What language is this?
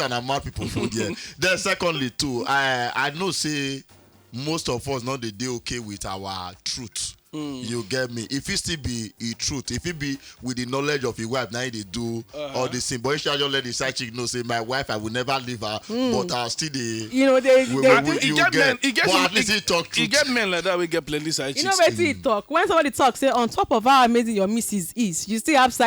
Nigerian Pidgin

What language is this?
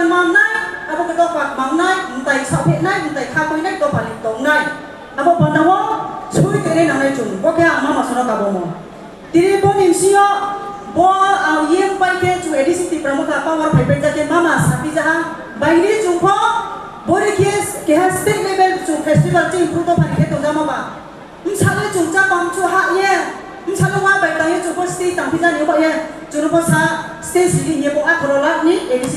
Riang (India)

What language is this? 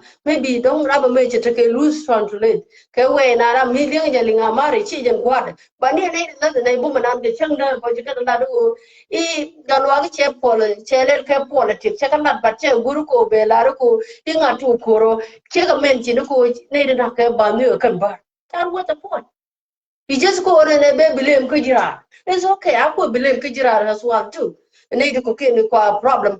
Nuer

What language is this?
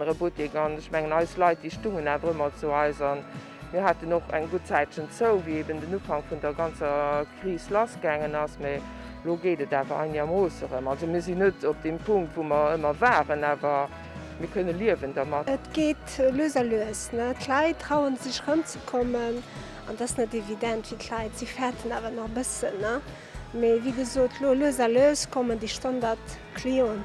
Luxembourgish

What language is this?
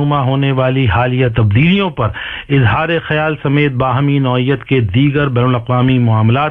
Urdu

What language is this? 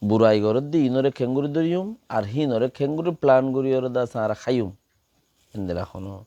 Rohingya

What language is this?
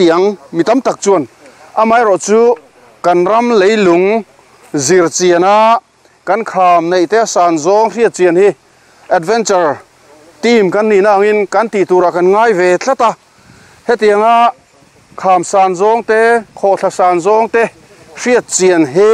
Mizo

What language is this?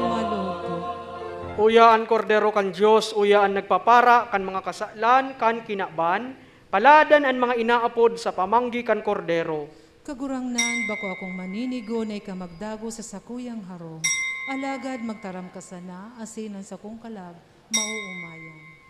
Bikol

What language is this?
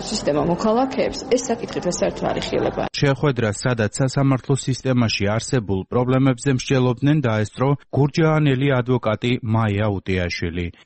Georgian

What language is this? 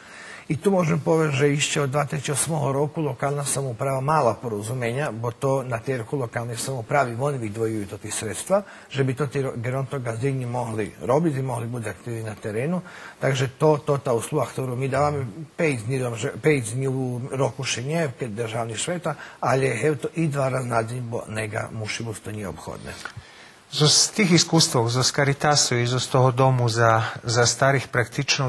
Rusyn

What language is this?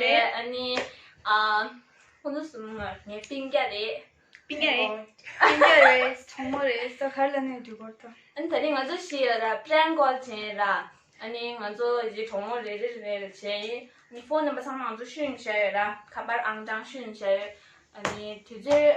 Tibetan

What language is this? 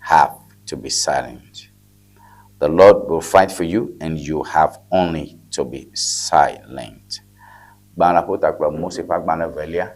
Ewe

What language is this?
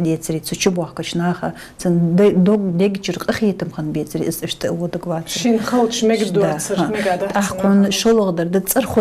Ingush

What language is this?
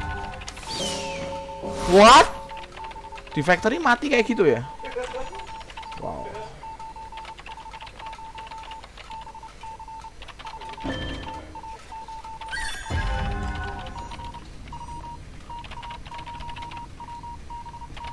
Indonesian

